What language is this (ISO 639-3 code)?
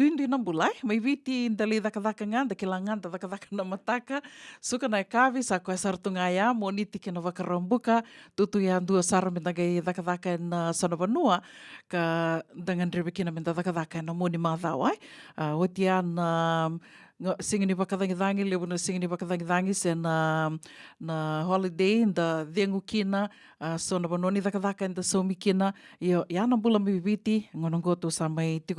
fij